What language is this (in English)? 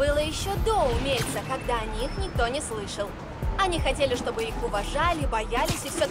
Russian